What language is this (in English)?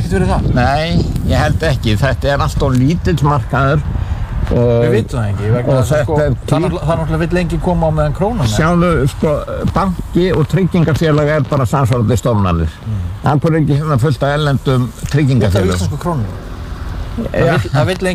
Icelandic